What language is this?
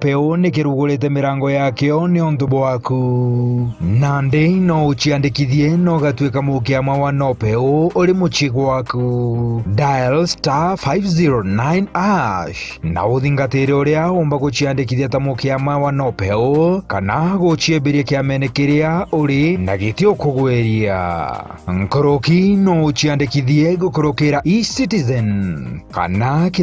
Meru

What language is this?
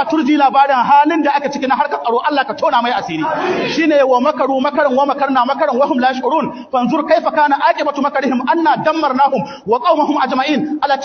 Hausa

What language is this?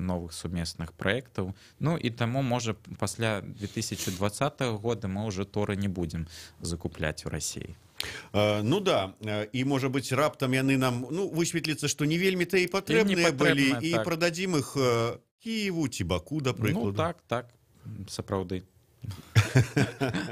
Belarusian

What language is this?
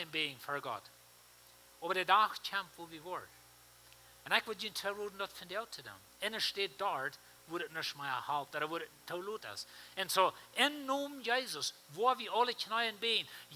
Plautdietsch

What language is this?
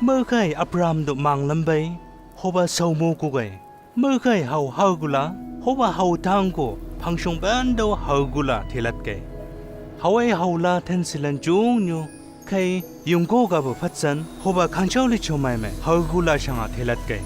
Chang Naga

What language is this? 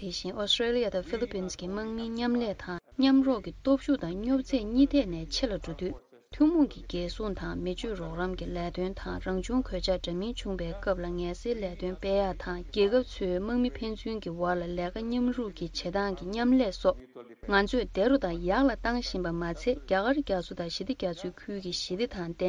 Tibetan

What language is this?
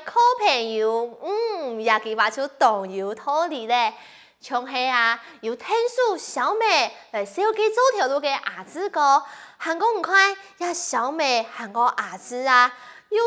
Hakka Chinese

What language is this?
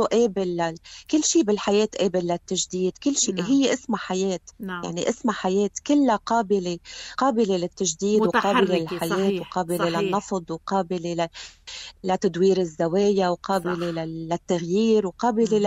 North Levantine Arabic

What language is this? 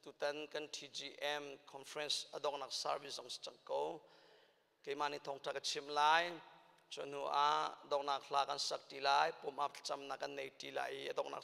Hakha Chin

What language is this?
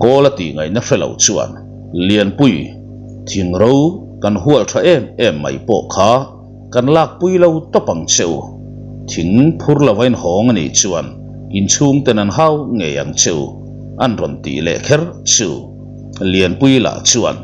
Mizo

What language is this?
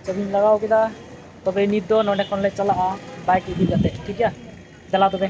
Santali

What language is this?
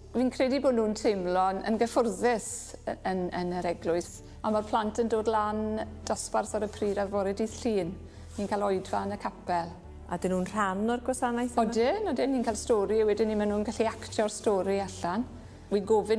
Welsh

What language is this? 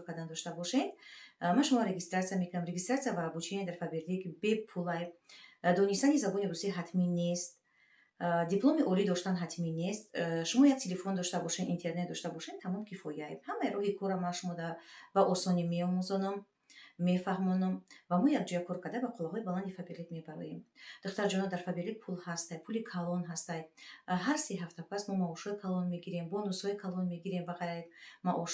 Tajik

